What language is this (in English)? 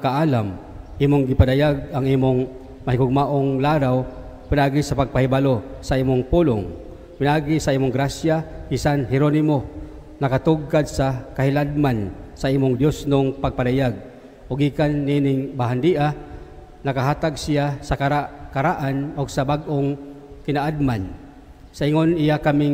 Cebuano